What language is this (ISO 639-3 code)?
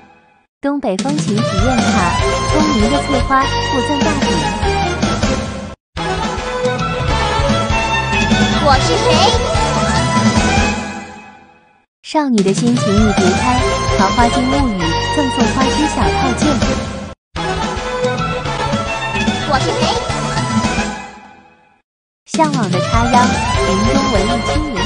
zho